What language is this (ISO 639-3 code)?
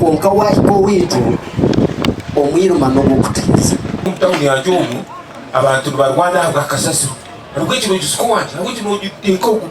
nyn